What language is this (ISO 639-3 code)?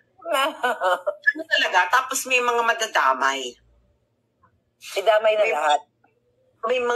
fil